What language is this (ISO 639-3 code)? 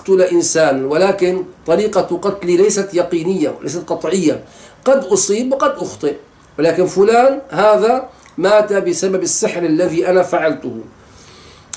ara